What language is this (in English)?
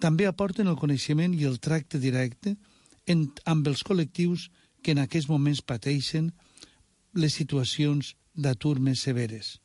Catalan